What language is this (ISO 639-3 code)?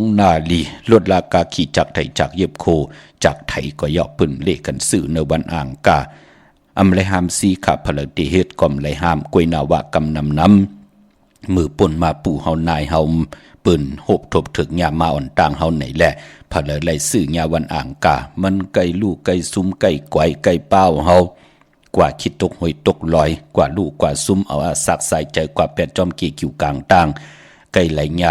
shn